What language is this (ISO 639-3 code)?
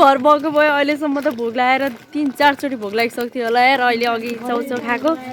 nep